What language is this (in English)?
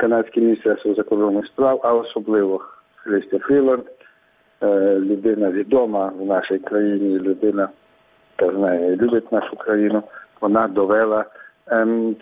Ukrainian